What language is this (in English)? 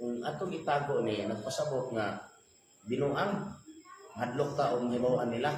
Cebuano